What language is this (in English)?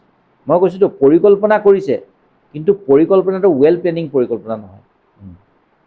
Assamese